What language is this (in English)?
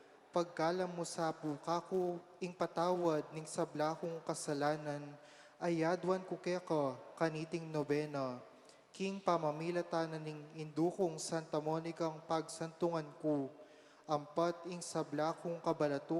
Pampanga